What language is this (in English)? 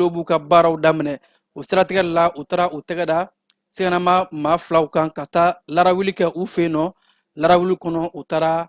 Bambara